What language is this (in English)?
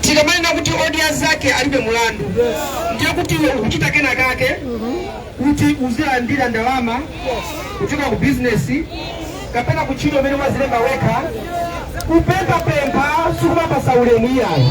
Nyanja